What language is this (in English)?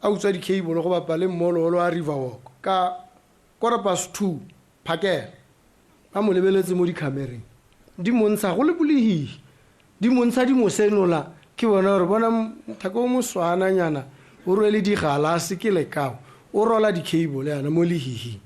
Tswana